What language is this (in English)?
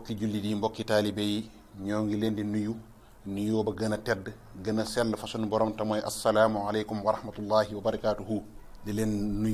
Wolof